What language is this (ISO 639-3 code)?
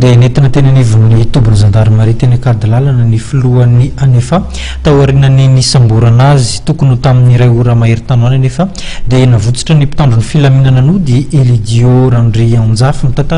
mlg